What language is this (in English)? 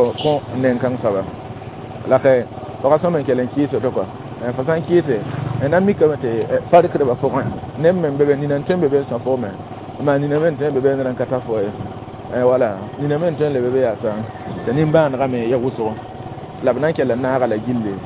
Mossi